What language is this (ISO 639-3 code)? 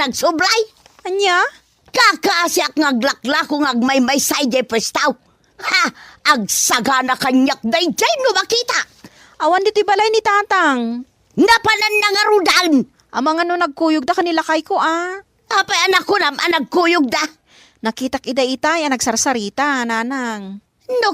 ilo